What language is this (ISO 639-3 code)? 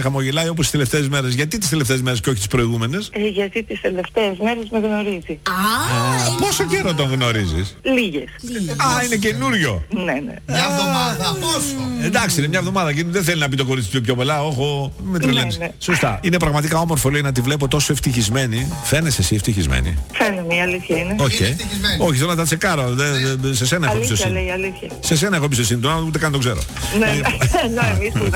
ell